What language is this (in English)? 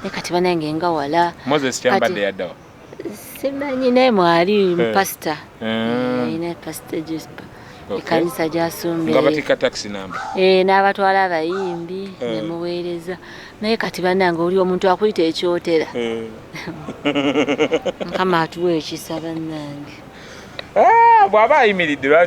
Ganda